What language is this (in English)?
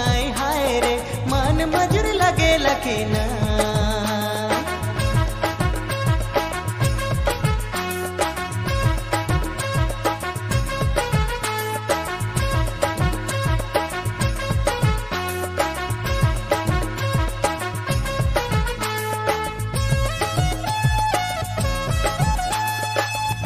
Sadri